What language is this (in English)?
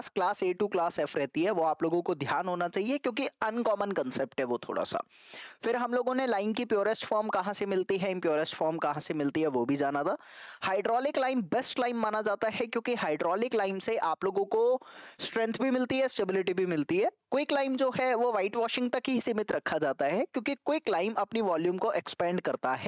Hindi